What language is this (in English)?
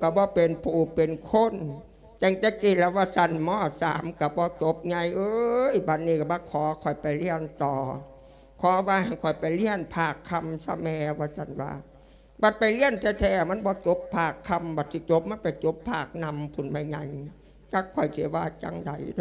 Lao